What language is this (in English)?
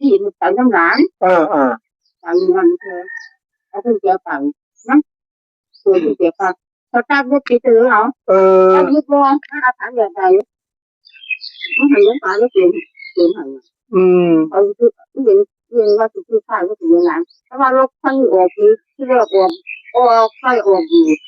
Northeastern Thai